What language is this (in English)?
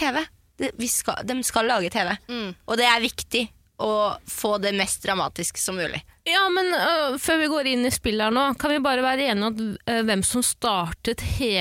Norwegian